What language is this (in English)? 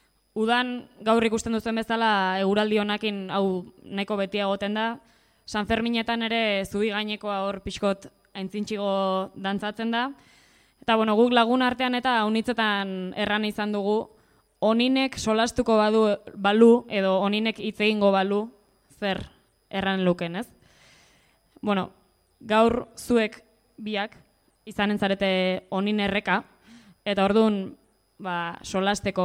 Basque